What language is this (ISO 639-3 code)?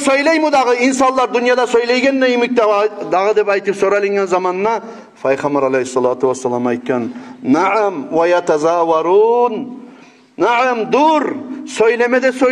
kum